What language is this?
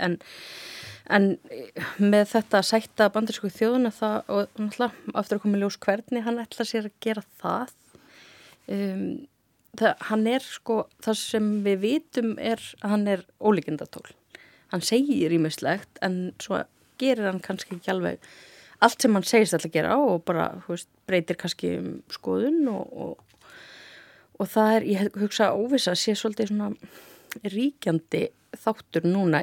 Icelandic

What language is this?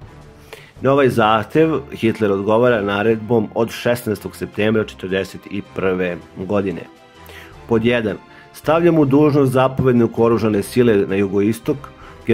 Serbian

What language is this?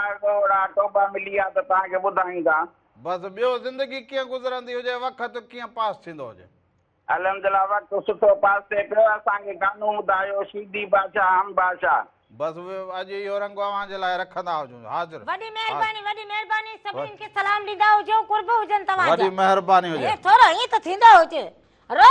Sindhi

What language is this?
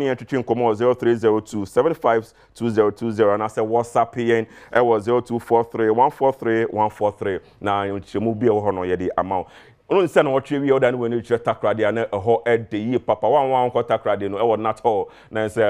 Akan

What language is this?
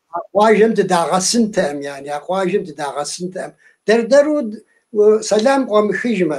Kabardian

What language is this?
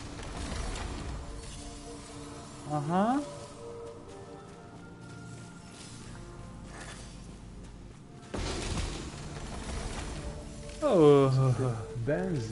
Hungarian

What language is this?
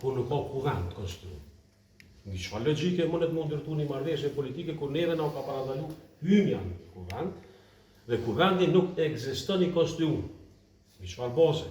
Albanian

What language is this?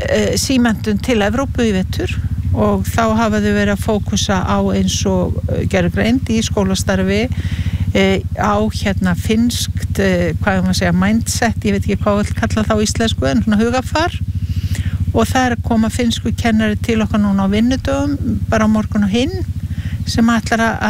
Icelandic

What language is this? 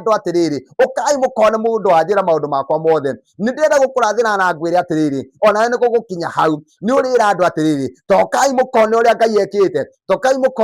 Kikuyu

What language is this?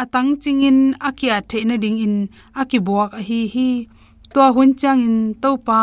Tedim Chin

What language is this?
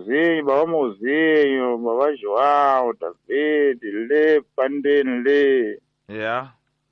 Tsonga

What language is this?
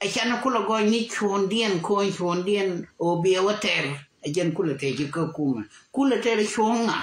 Nuer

